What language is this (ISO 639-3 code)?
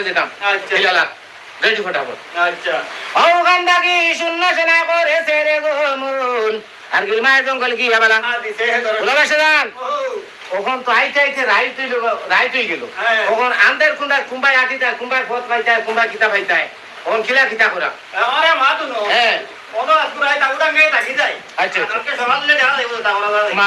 syl